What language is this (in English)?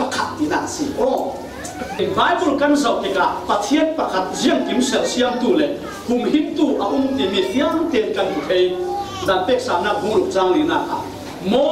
Falam Chin